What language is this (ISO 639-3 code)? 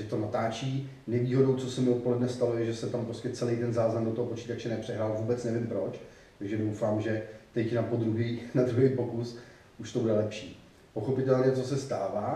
ces